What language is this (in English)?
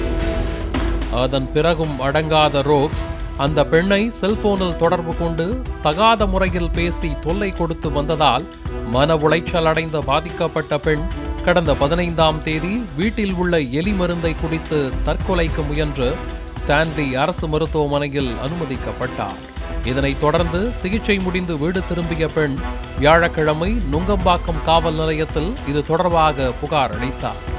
Tamil